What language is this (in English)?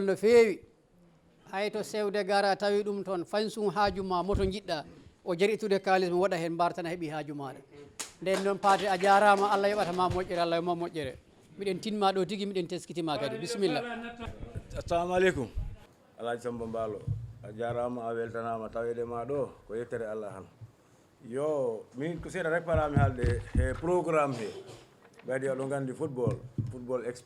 Fula